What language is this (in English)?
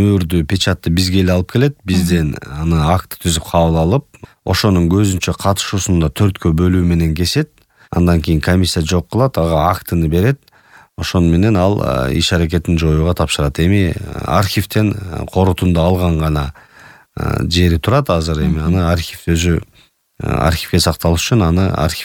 Kyrgyz